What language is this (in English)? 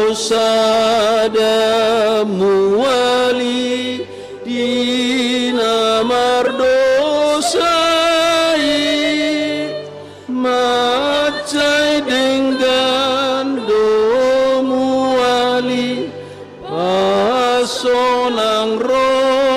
Batak Toba